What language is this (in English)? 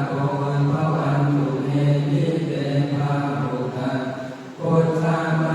Pali